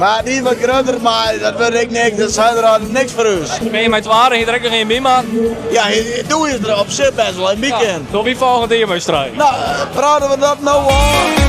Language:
Western Frisian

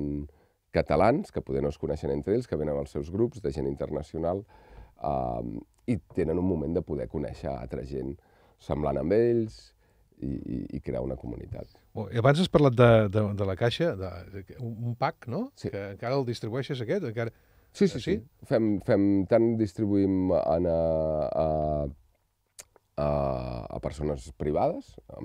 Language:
Catalan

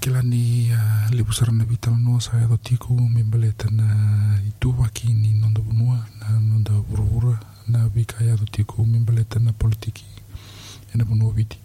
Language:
Fijian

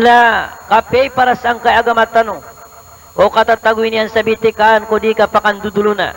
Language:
Maranao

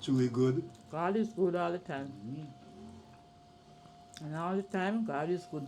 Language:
Jamaican Creole English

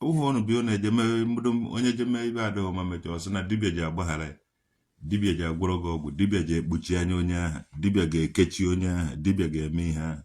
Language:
Igbo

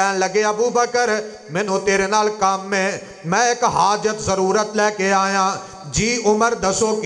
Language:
Western Panjabi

